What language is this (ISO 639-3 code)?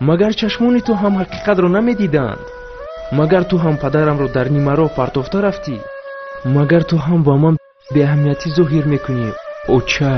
tgk